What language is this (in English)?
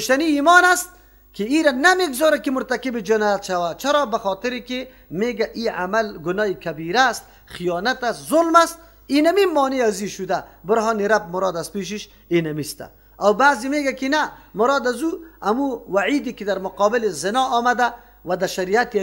Persian